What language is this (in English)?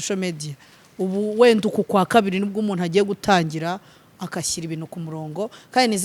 Kinyarwanda